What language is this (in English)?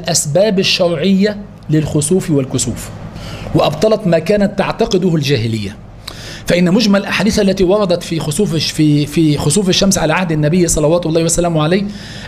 Arabic